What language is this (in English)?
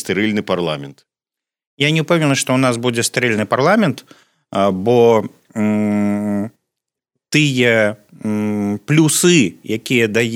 Belarusian